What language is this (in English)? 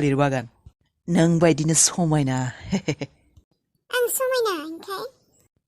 Bodo